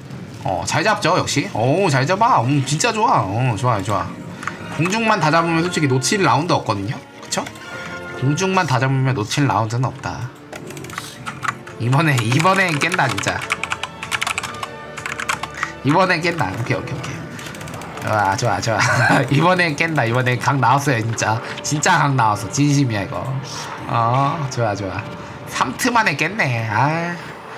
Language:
Korean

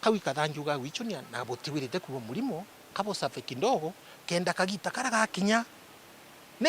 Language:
Meru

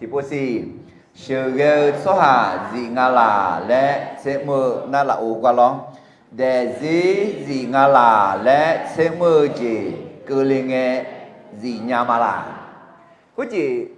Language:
Akha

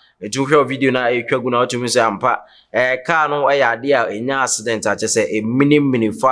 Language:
Akan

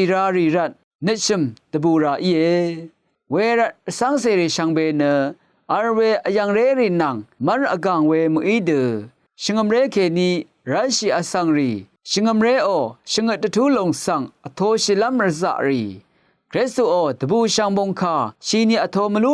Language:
Rawang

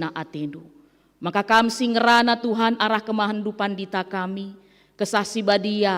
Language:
Batak Karo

